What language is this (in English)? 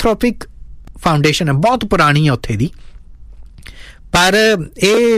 Punjabi